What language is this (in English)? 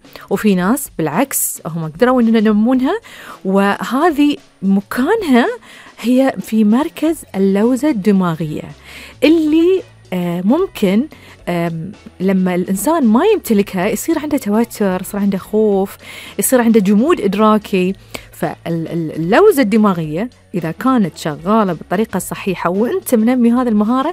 Gulf Arabic